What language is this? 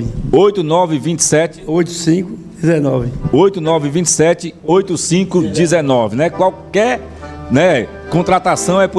Portuguese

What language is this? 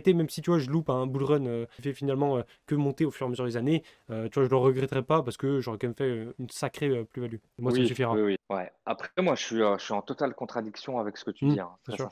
French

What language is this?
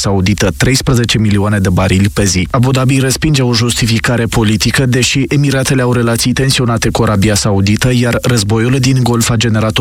Romanian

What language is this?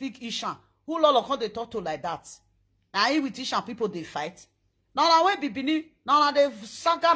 Nigerian Pidgin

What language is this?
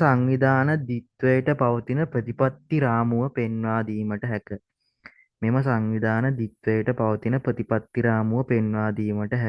Sinhala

